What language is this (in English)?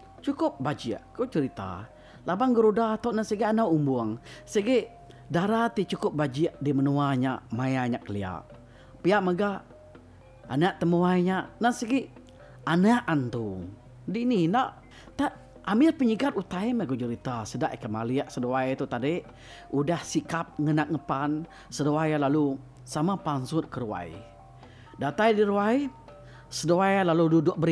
Iban